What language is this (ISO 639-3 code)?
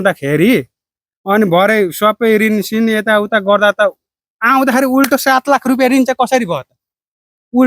nep